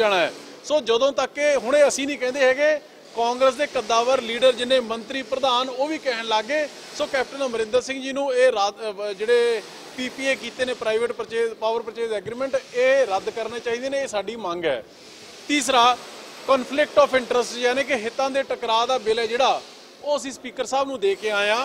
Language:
Punjabi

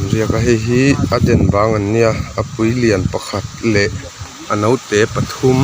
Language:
Hmar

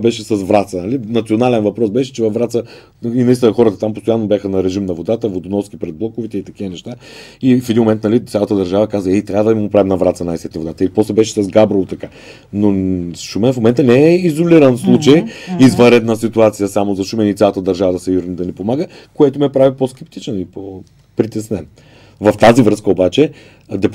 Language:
Bulgarian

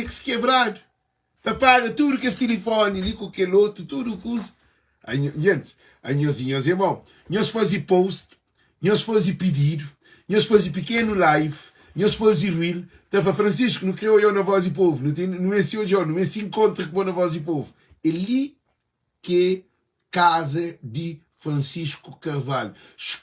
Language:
Kabuverdianu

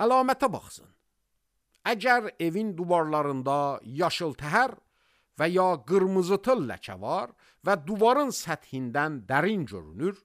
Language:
Azerbaijani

